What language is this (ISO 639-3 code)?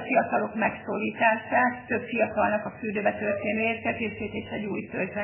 hun